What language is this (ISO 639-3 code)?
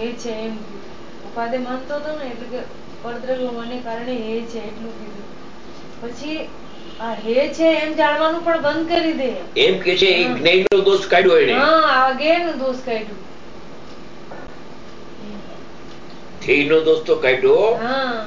guj